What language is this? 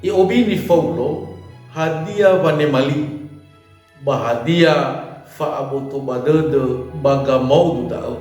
Nias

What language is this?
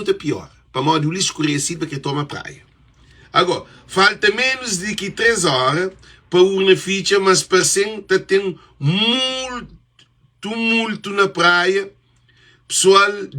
Kabuverdianu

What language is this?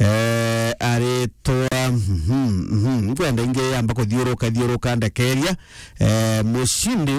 Meru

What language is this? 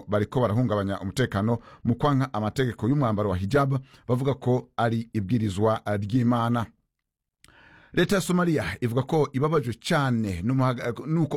Kinyarwanda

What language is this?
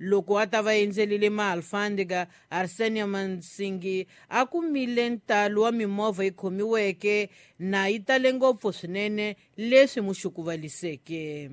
Tsonga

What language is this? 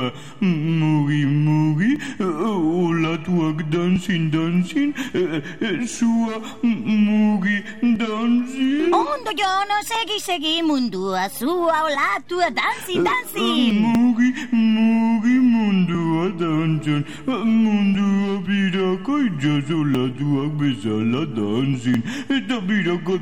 Basque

